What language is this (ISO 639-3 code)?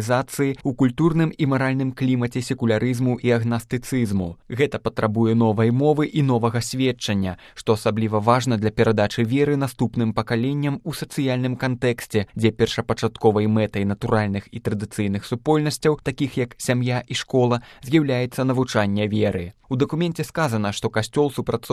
bel